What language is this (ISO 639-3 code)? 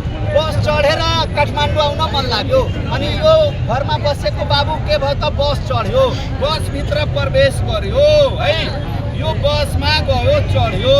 nep